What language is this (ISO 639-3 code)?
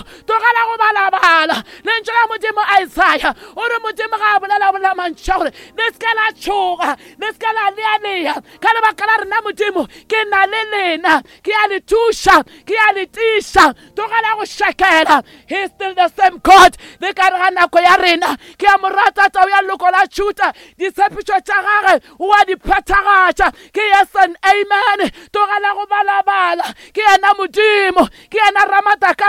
nso